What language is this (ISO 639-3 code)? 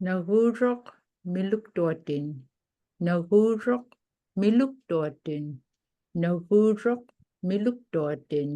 ipk